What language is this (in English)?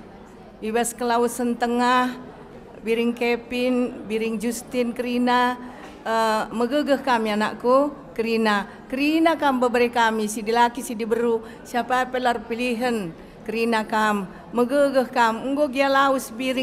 Batak Karo